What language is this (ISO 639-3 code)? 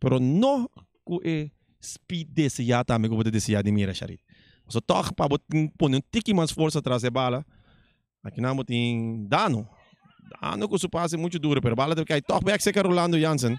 pap